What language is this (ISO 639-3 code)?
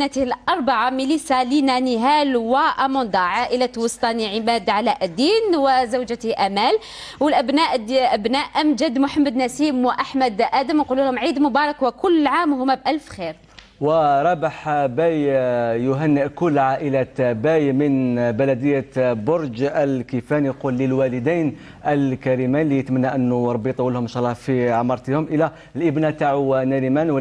arq